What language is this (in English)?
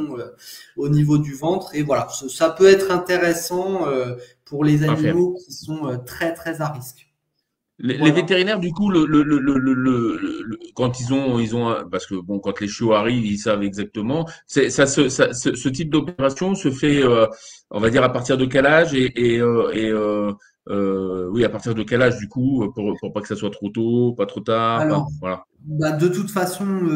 French